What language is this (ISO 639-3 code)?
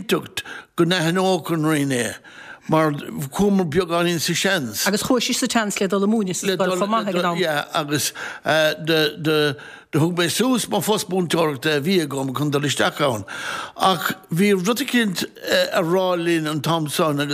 gle